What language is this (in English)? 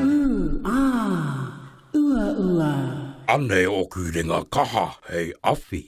Māori